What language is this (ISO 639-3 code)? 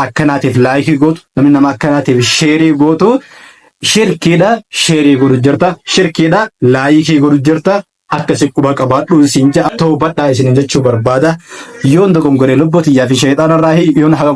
orm